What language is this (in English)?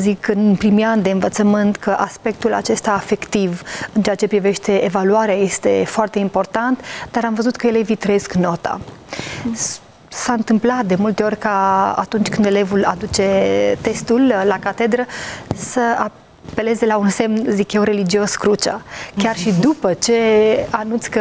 Romanian